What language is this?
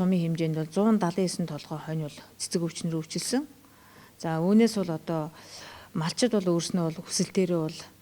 Mongolian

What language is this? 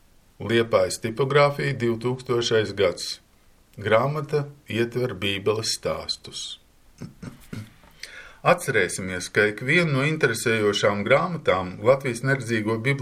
Latvian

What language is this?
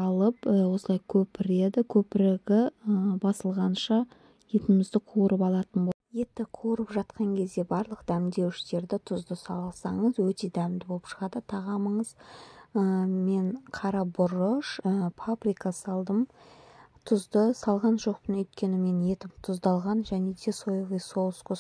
Kazakh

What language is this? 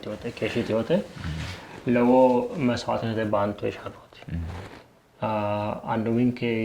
Sidamo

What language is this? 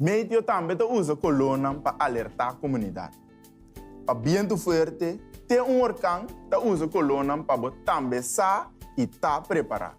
Papiamento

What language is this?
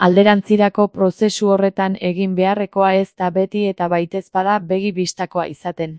Basque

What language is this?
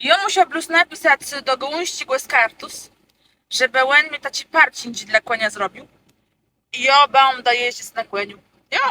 Kashubian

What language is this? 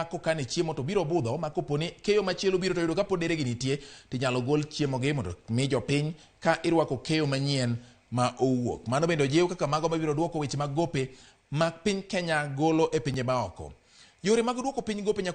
Luo (Kenya and Tanzania)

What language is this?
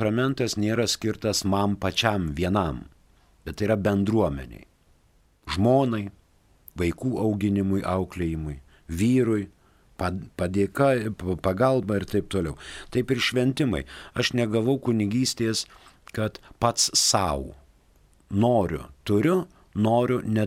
Lithuanian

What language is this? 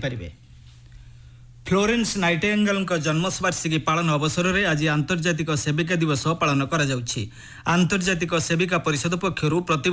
Odia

